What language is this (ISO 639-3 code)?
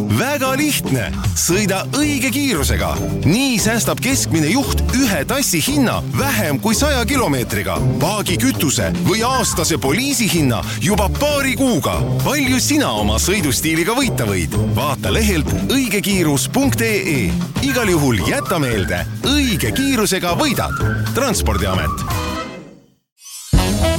est